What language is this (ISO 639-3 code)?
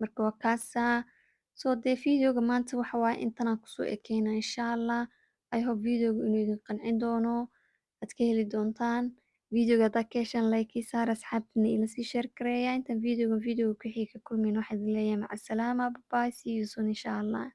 som